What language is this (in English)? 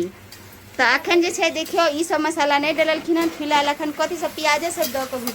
Maithili